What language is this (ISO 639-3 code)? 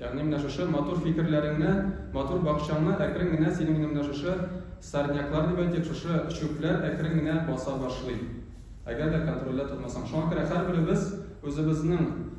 tat